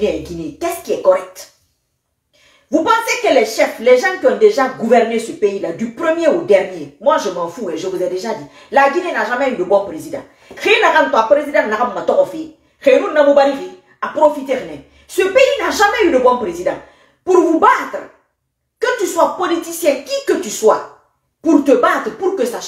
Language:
French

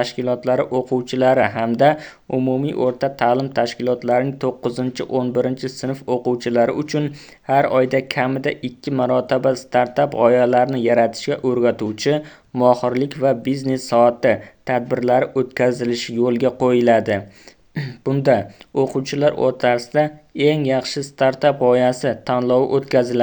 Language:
Uzbek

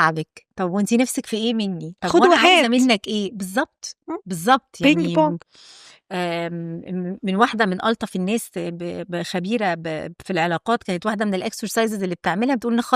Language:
Egyptian Arabic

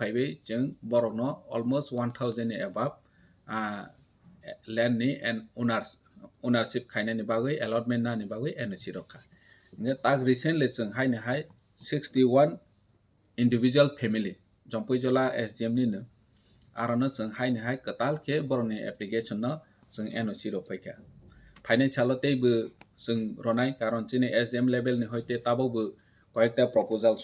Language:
Kok Borok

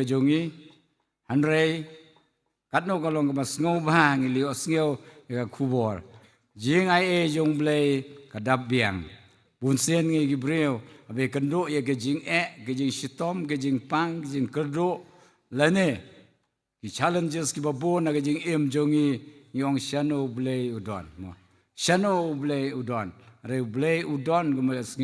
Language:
Khasi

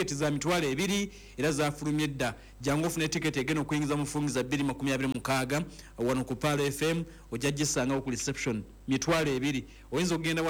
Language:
Ganda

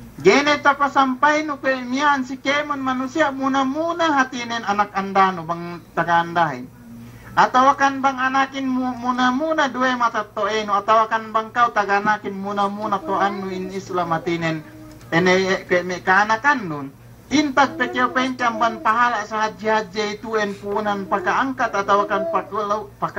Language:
Yakan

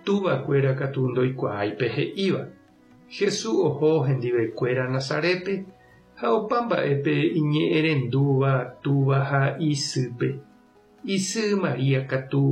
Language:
Guarani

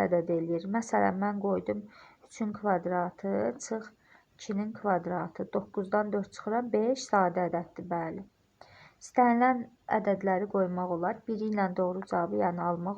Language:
Azerbaijani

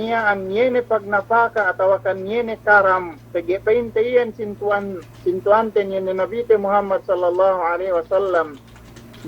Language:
Yakan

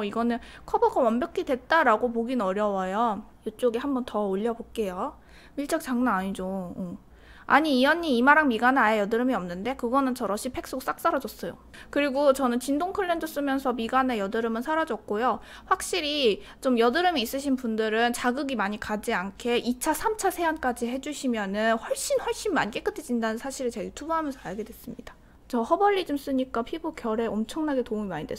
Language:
Korean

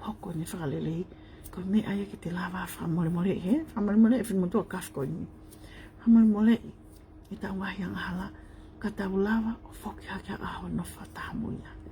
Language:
Tongan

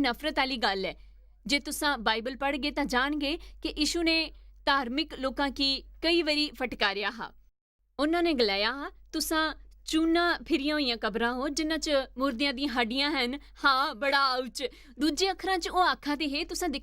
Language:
Dogri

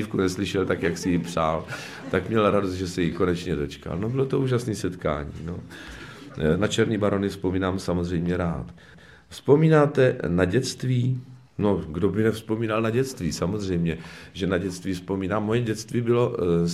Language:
Czech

